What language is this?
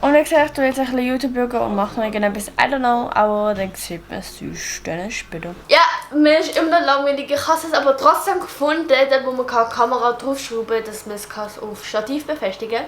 Swiss German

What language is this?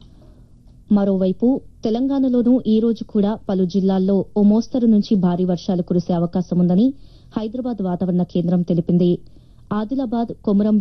Telugu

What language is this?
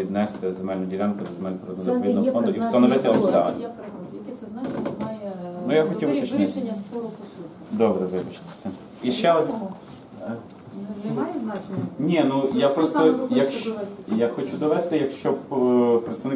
Ukrainian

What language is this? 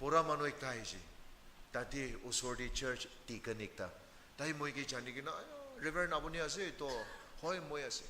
Naga Pidgin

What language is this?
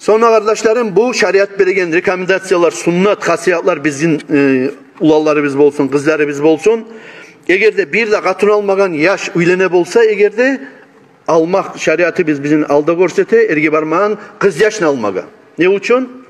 Kumyk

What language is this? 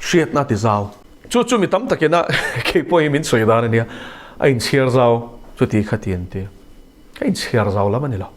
Mizo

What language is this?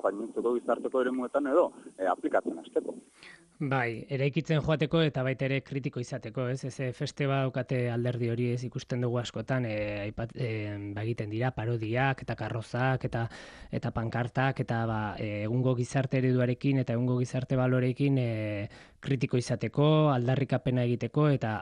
Basque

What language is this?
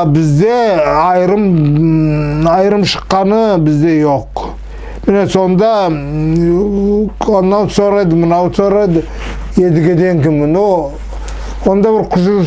Nogai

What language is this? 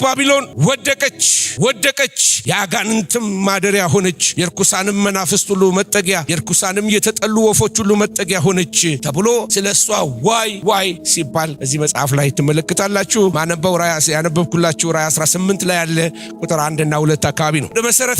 Amharic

